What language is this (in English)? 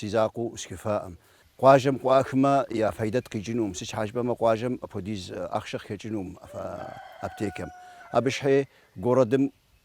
Kabardian